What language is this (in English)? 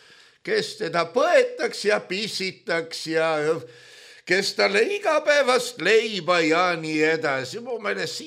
Estonian